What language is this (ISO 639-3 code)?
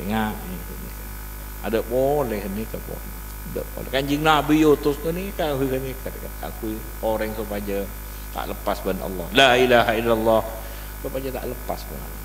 mad